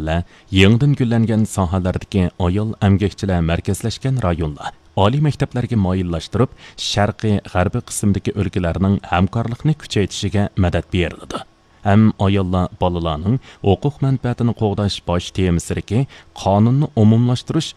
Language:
Uyghur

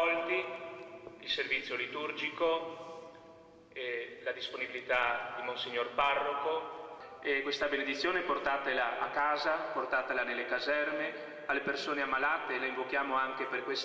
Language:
Italian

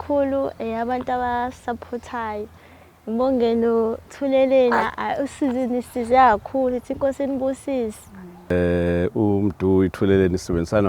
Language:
Zulu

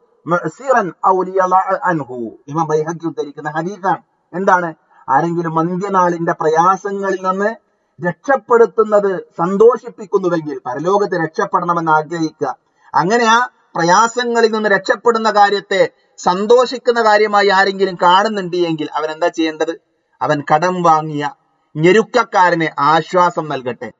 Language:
Malayalam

